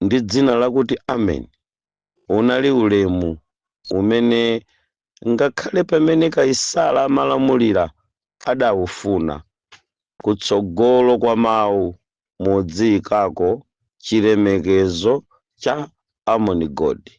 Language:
Nyanja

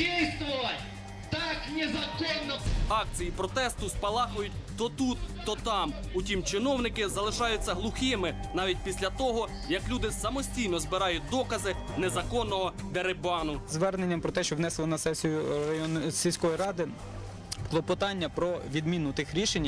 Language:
Ukrainian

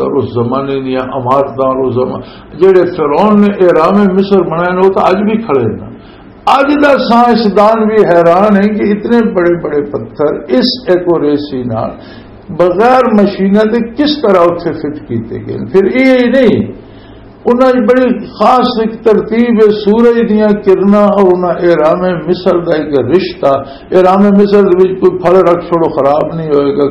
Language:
Western Panjabi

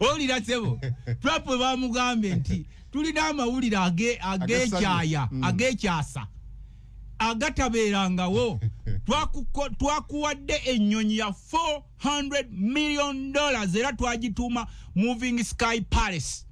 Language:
Ganda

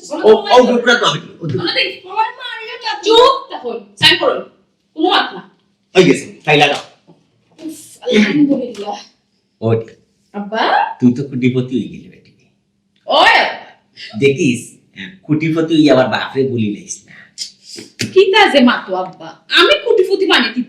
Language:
Sylheti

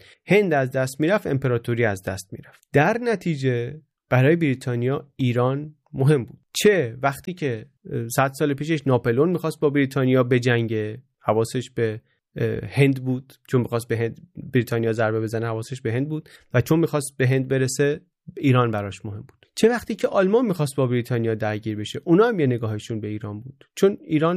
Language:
Persian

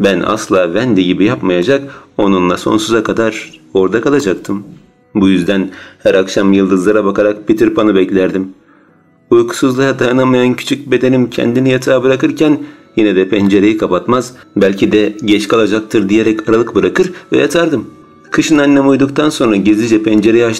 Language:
Turkish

